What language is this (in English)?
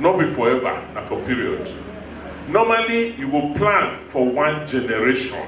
Nigerian Pidgin